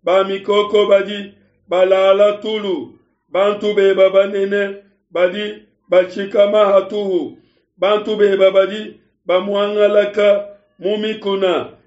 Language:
Luba-Lulua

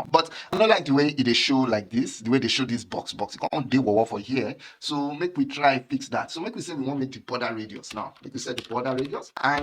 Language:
Nigerian Pidgin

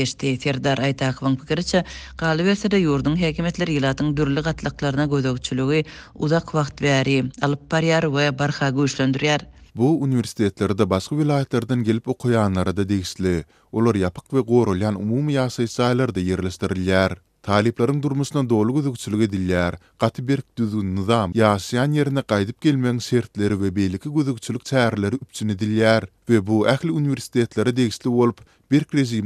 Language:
Turkmen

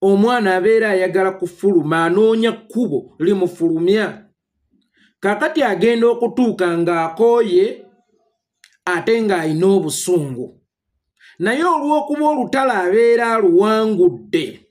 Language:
Ganda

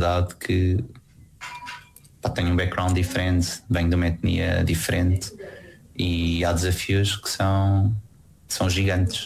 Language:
Portuguese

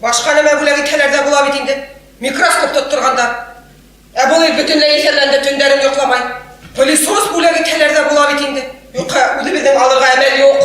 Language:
Bashkir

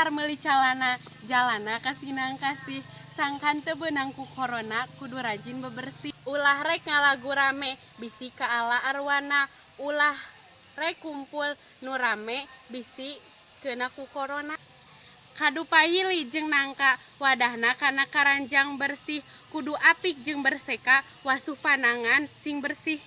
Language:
Sundanese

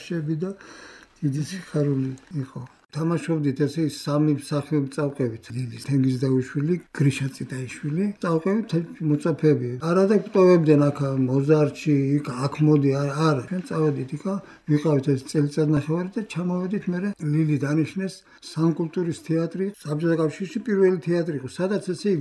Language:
Georgian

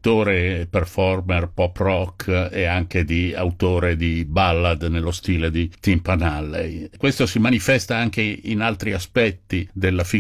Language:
Italian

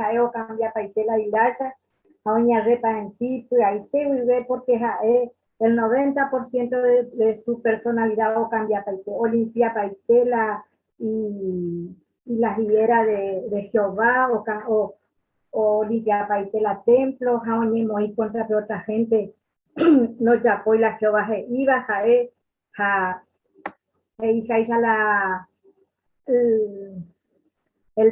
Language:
Guarani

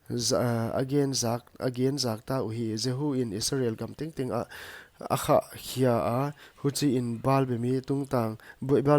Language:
Paite Chin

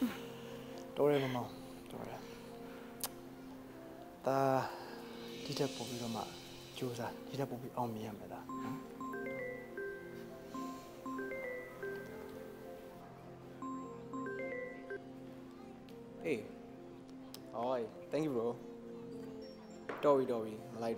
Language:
Burmese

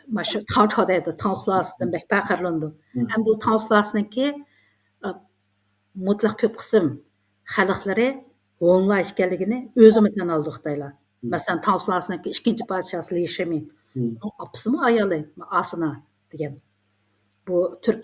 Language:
Uyghur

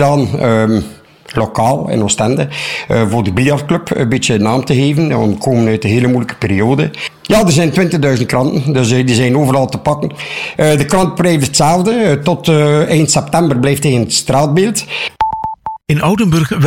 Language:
Dutch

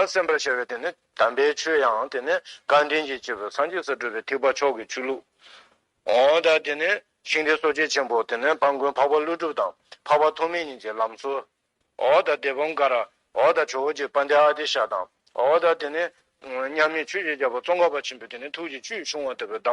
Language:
Tibetan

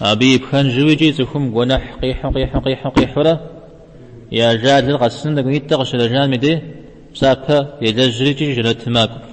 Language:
Kabardian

